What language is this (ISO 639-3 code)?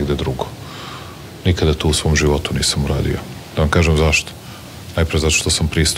srp